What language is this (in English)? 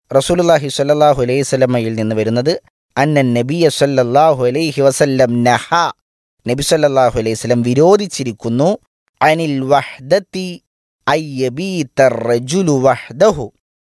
Malayalam